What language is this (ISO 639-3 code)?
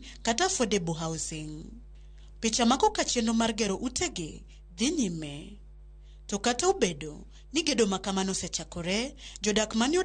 luo